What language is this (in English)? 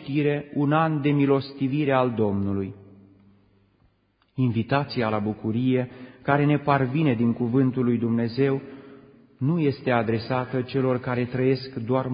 Romanian